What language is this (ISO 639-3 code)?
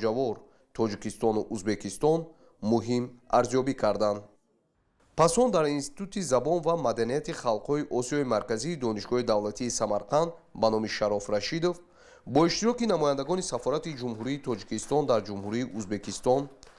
tgk